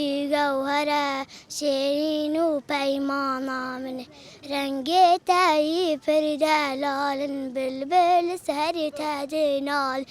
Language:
Kurdish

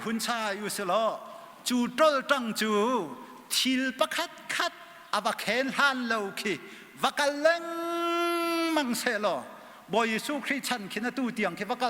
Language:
Hakha Chin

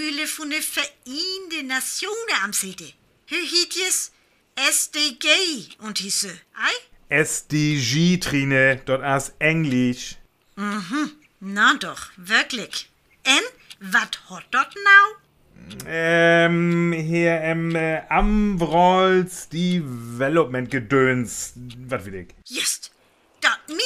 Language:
Northern Frisian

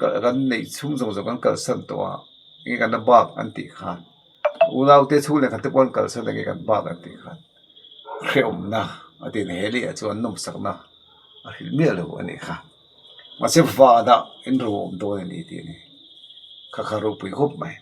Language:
Mizo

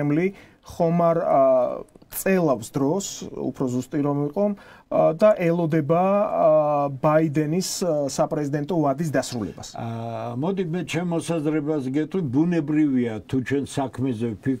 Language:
Georgian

